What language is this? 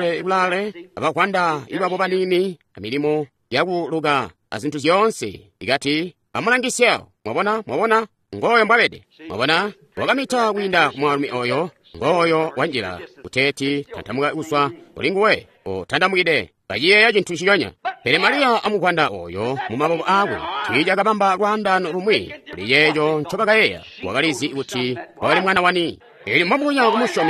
Tonga (Zambia)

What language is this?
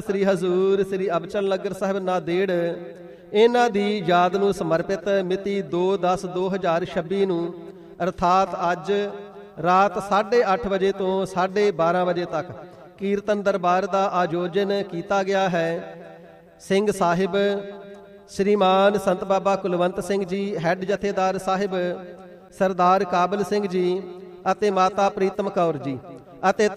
Punjabi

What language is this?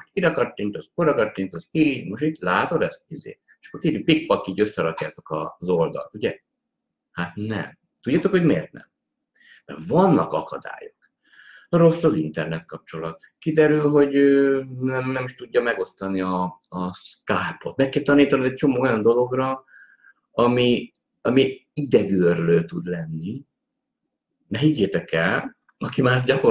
Hungarian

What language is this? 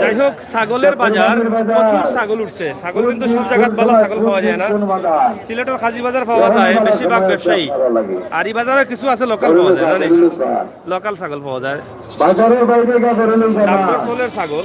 Sylheti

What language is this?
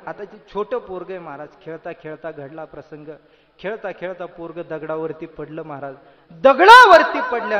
Marathi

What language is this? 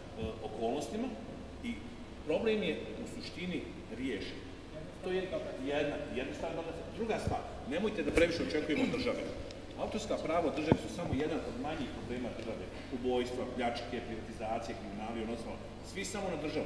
Serbian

